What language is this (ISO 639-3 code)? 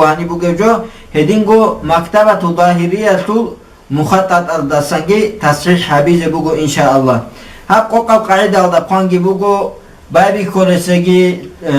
ava